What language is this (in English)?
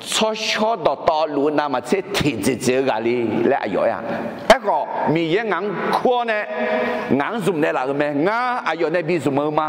Akha